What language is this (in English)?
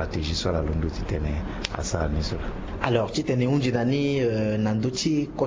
Sango